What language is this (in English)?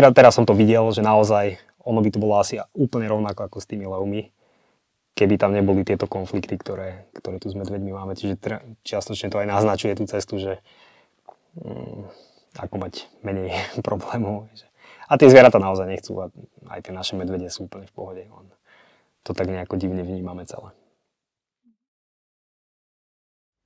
Slovak